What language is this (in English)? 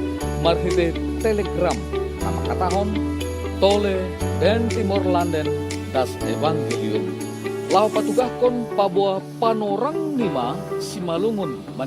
Batak Simalungun